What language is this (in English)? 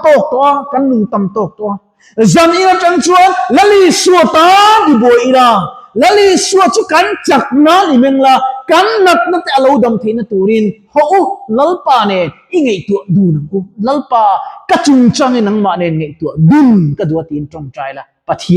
Mizo